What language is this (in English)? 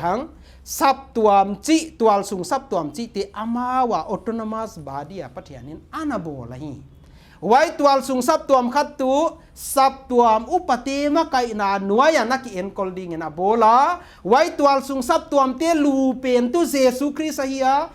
Paite Chin